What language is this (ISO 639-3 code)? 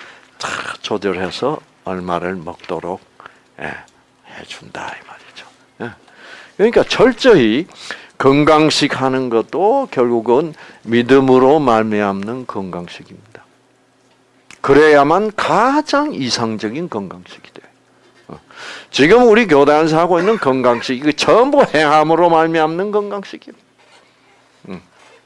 kor